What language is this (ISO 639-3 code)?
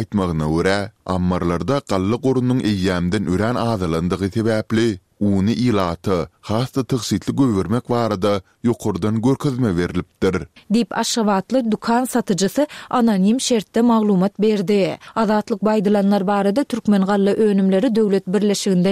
tuk